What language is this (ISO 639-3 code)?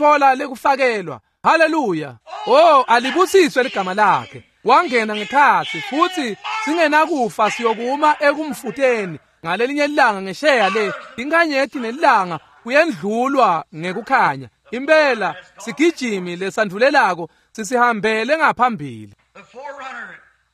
ssw